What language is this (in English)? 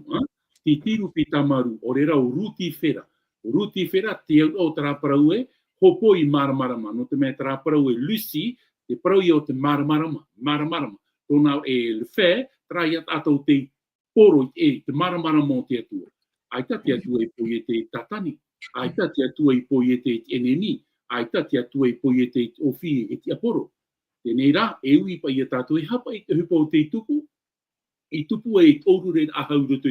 Tahitian